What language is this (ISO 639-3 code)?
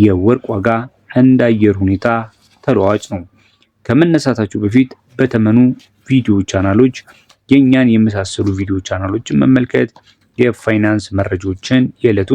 amh